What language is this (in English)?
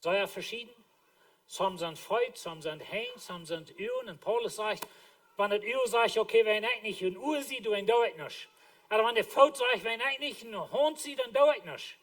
Plautdietsch